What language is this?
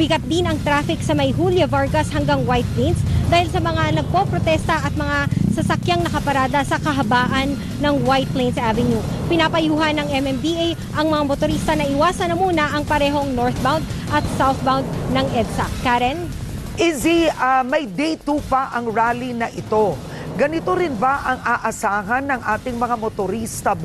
Filipino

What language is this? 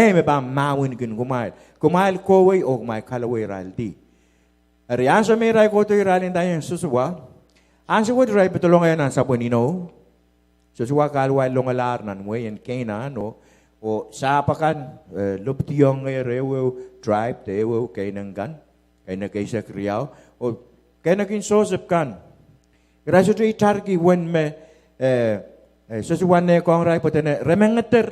Pohnpeian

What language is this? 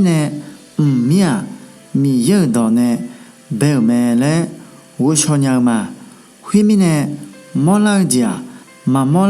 Akha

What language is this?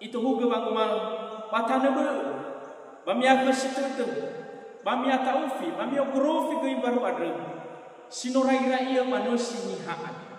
Nias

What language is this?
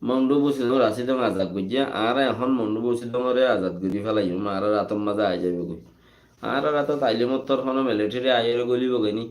Rohingya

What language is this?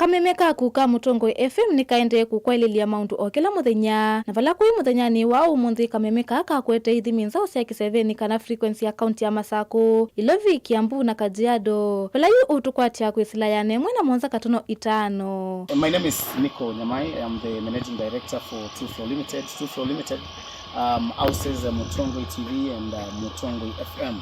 Kamba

